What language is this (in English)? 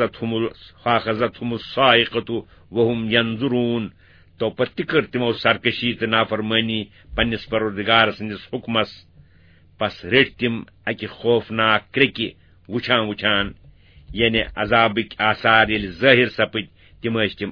Kashmiri